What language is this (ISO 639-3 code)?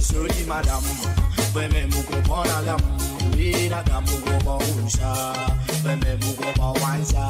mfe